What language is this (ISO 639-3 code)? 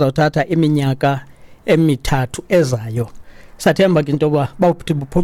xho